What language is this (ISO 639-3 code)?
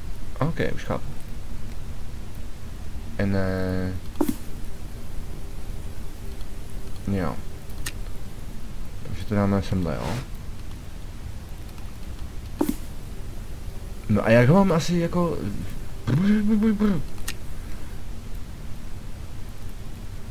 ces